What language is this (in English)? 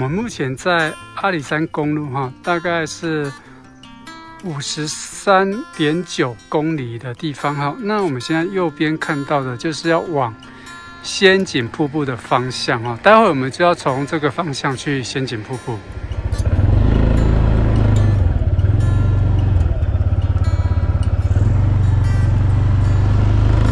Chinese